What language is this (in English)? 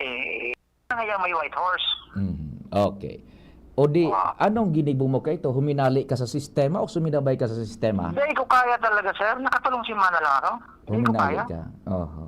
Bikol